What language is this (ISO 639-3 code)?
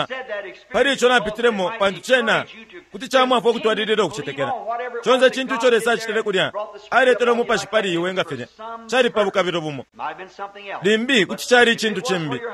bem